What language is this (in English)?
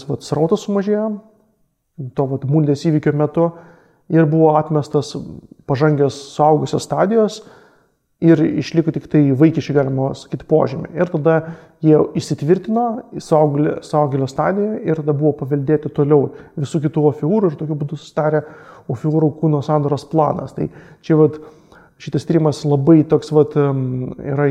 Lithuanian